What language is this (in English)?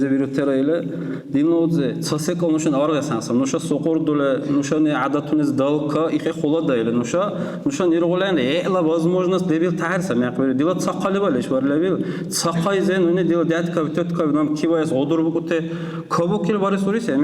Dargwa